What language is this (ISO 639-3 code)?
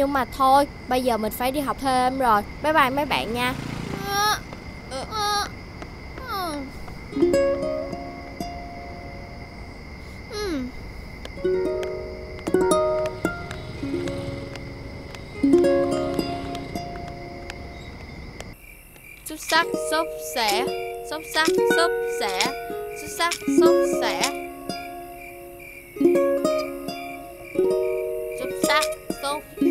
vie